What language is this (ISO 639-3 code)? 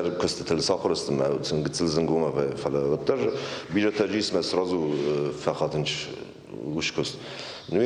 oss